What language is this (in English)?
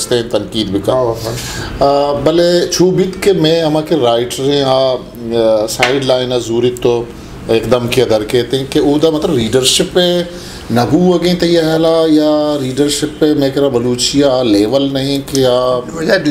Eastern Balochi